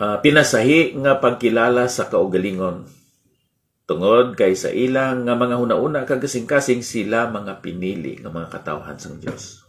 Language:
Hiligaynon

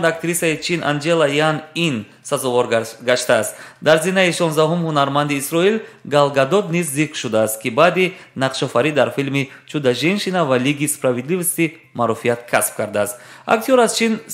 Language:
Tajik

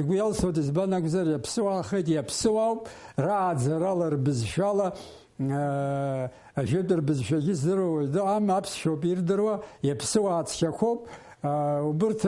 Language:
Abkhazian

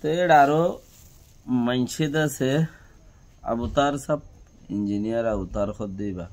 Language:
Rohingya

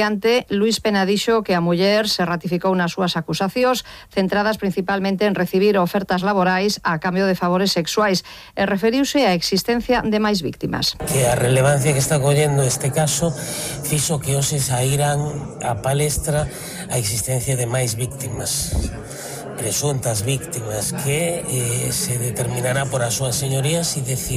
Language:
Galician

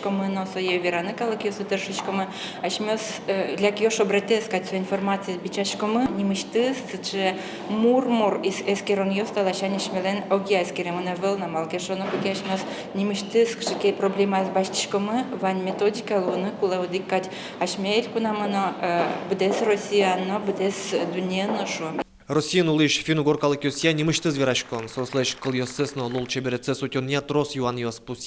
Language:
Udmurt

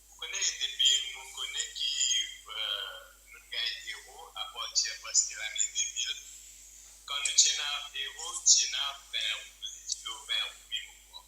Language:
Morisyen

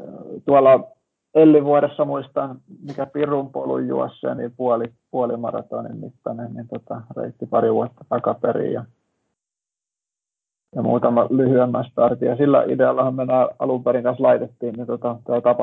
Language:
Finnish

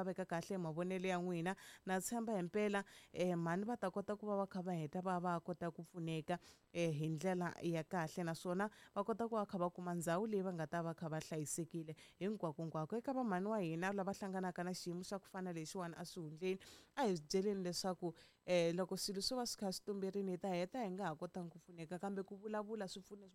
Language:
Tsonga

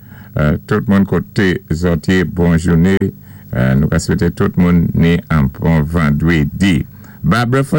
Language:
Saint Lucian Creole French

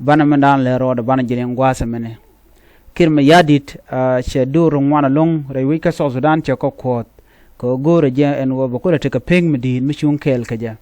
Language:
Nuer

